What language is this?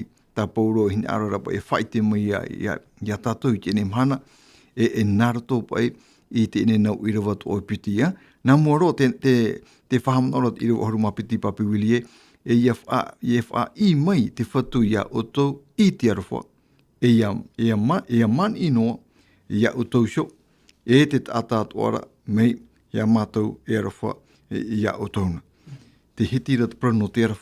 Tahitian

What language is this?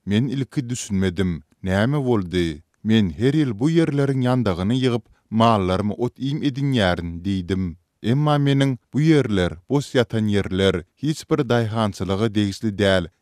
Turkmen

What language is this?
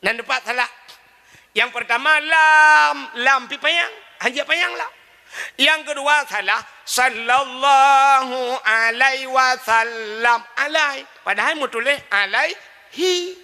Achinese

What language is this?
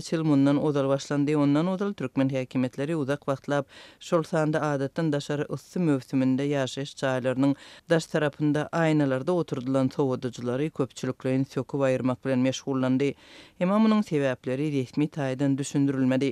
Turkmen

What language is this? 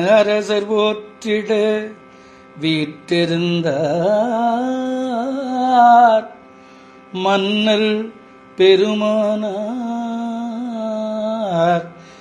Tamil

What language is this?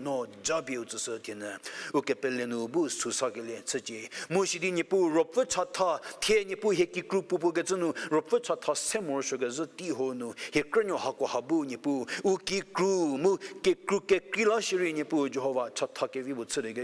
Angami Naga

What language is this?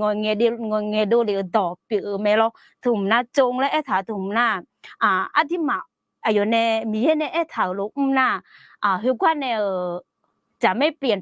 Akha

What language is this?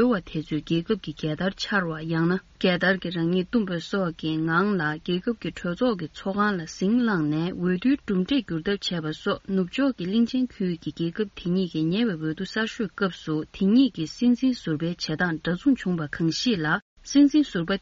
Tibetan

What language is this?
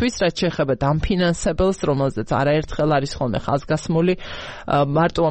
Georgian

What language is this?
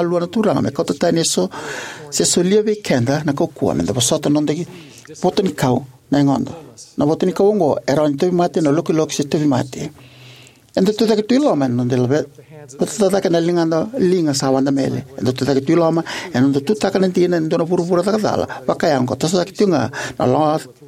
Fijian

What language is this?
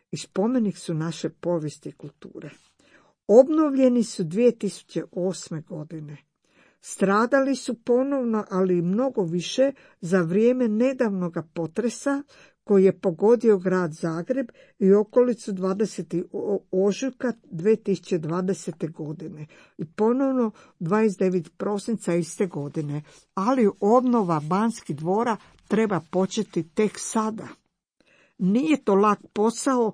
Croatian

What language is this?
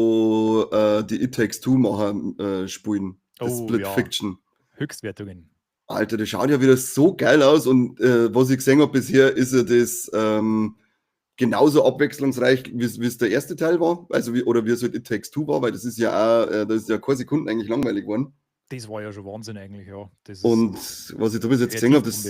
Bavarian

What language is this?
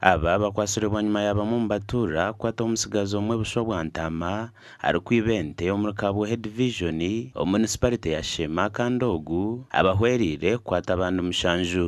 Nyankole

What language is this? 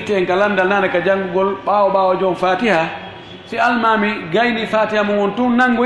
Fula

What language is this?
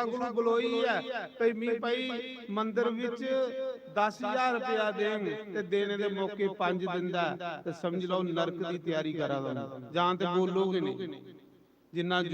Dogri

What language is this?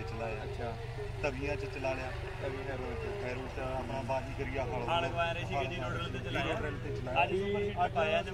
Punjabi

